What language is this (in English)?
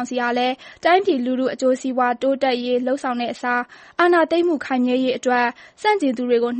Burmese